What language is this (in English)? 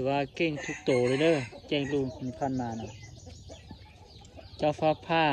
Lao